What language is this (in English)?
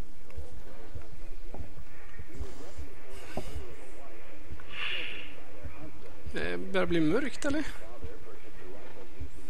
Swedish